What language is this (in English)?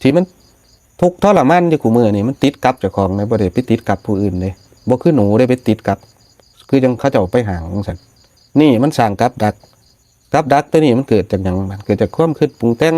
Northeastern Thai